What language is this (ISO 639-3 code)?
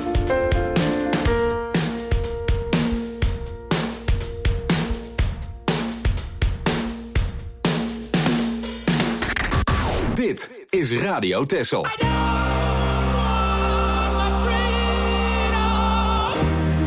nld